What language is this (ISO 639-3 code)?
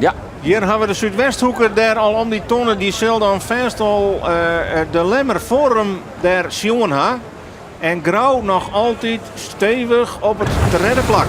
fry